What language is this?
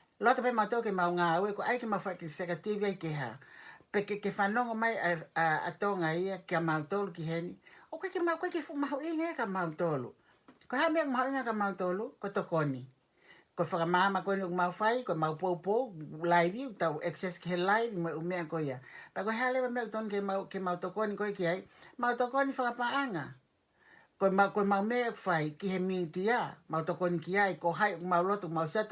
Tongan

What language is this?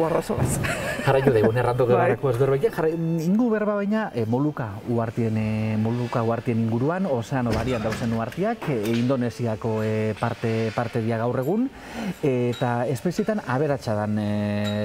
Basque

